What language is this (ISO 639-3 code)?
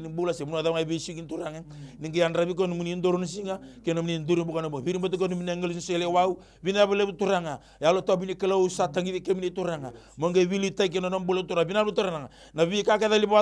fij